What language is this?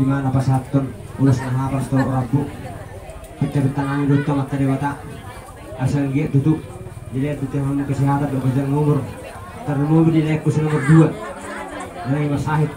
Batak Toba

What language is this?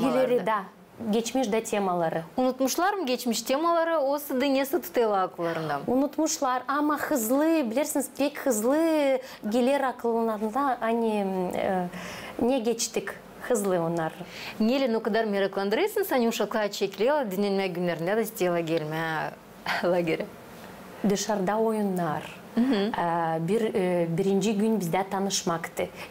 Gagauz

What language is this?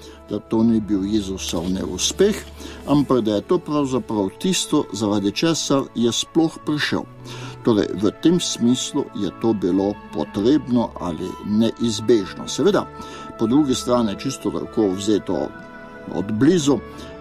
Slovenian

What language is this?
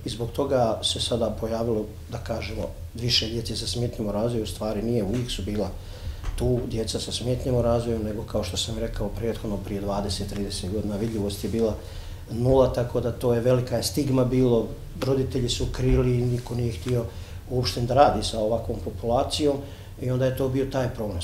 Bosnian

